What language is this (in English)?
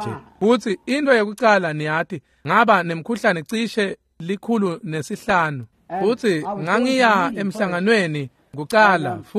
Swati